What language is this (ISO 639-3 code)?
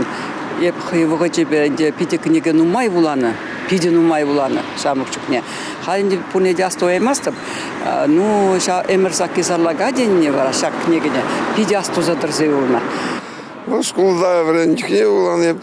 chv